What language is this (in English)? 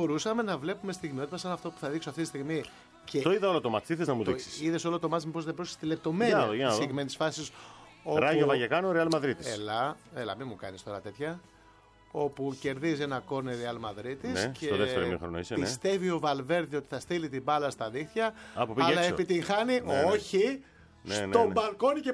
Greek